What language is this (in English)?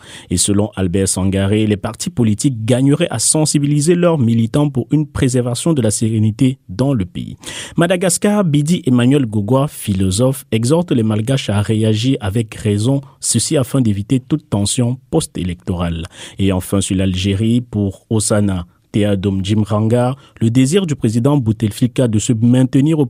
French